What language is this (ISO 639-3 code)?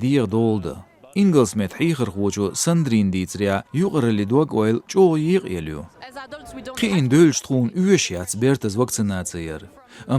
che